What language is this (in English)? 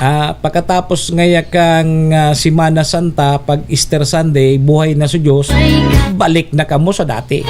Bikol